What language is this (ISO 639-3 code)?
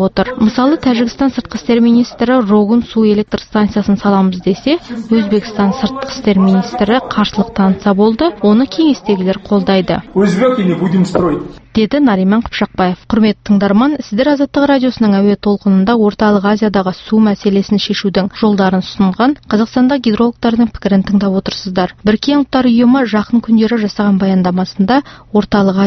kaz